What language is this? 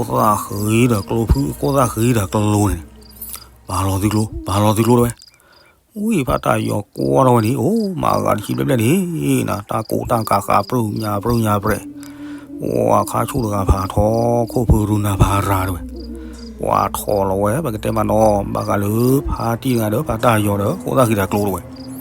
S'gaw Karen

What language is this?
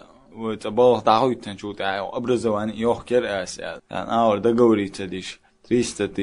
Chechen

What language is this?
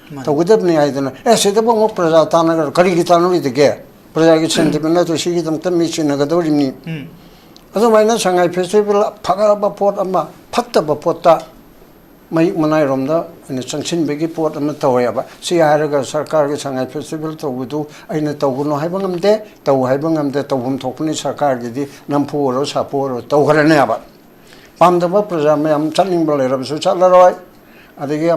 Manipuri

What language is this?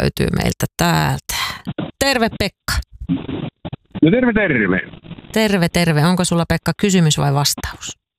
Finnish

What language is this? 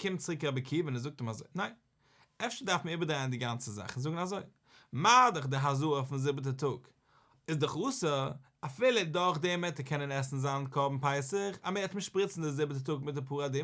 Yiddish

